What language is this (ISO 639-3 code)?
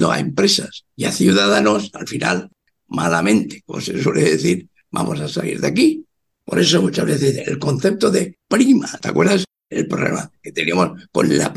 spa